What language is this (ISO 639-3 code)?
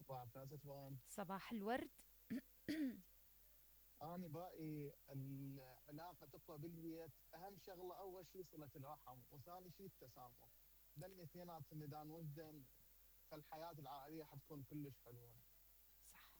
acm